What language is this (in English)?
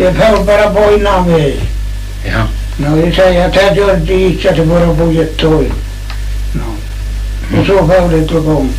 Faroese